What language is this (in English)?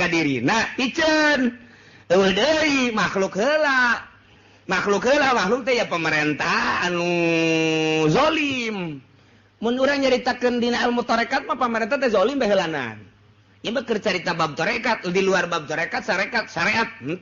Sundanese